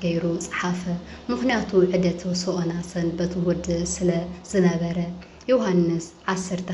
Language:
Tigrinya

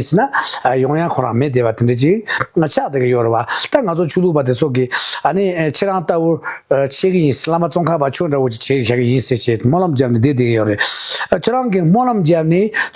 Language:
Tibetan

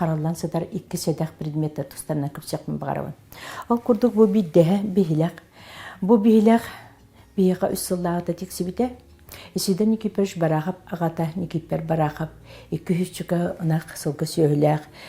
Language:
Yakut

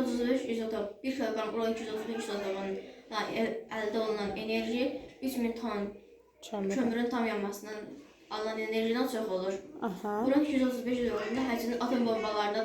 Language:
Azerbaijani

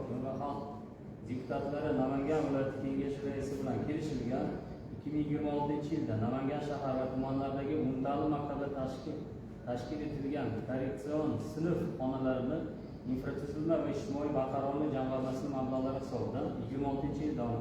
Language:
Uzbek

